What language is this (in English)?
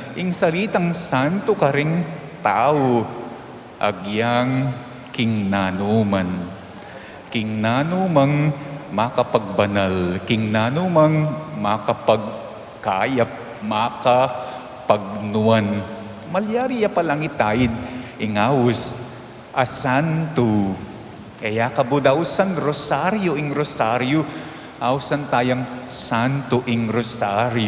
Pampanga